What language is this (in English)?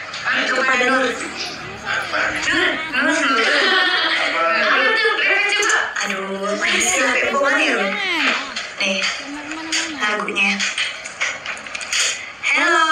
Indonesian